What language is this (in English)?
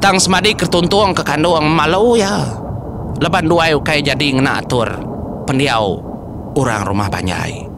Iban